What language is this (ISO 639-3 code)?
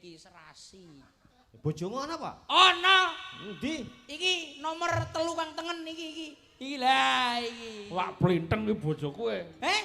jav